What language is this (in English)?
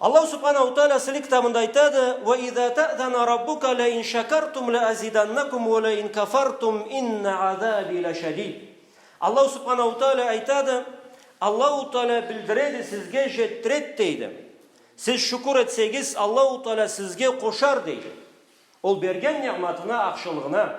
Karachay-Balkar